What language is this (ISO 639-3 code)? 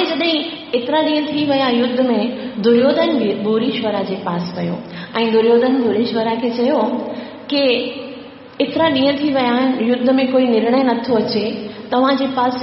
snd